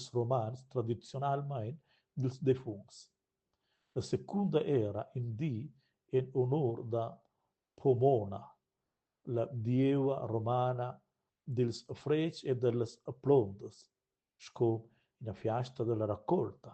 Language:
Romansh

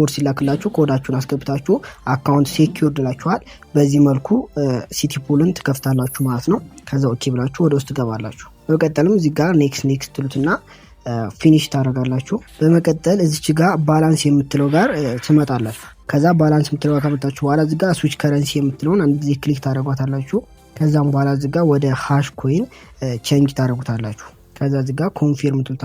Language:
Amharic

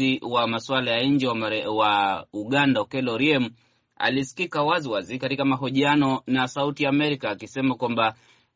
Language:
Swahili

